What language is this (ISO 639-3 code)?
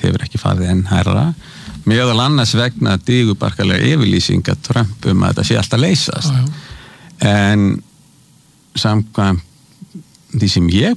isl